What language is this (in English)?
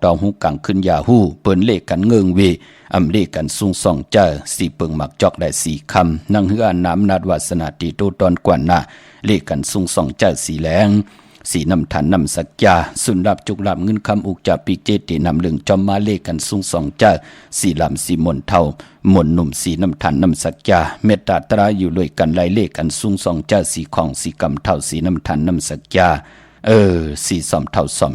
Shan